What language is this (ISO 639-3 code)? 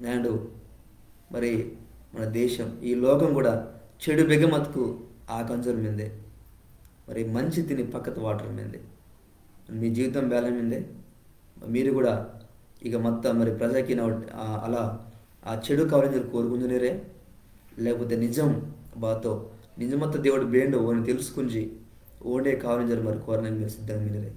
kff